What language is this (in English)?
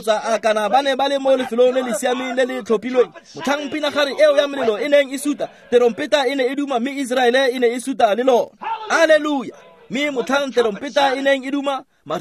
Tswana